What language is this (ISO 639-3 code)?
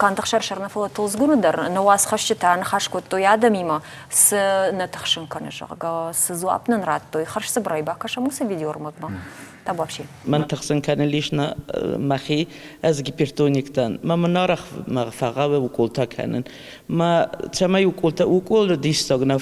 oss